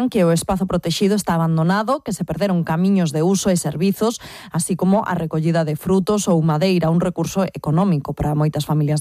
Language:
Galician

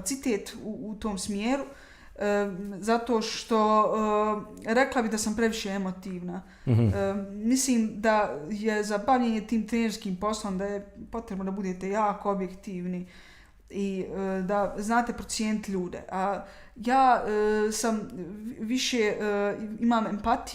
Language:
Bosnian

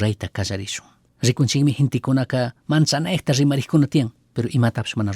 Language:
Chimborazo Highland Quichua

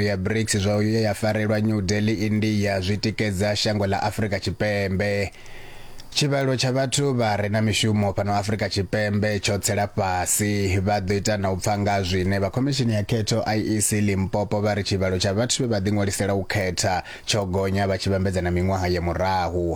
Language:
Venda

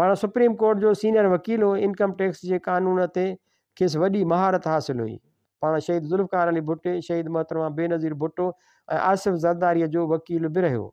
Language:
Sindhi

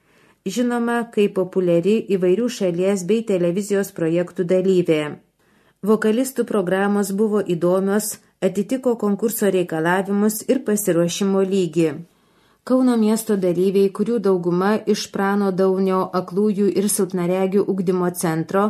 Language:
Lithuanian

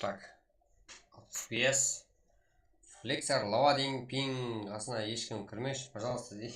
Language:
Kara-Kalpak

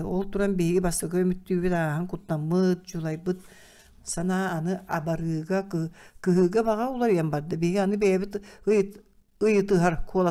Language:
Yakut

